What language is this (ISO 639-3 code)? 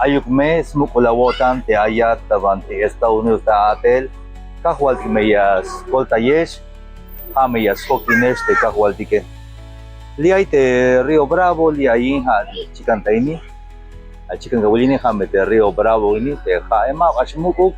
tzh